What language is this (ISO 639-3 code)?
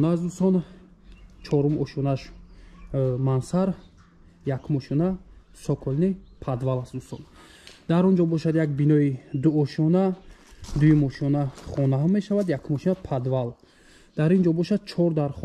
tgk